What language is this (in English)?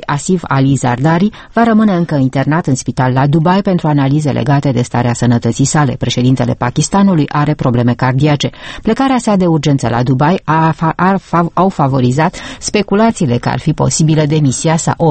Romanian